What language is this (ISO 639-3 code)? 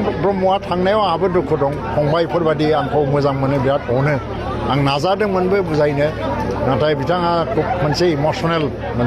brx